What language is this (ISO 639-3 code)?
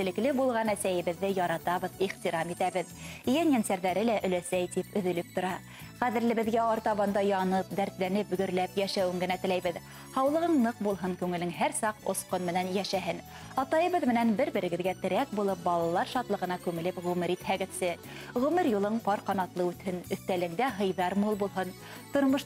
bak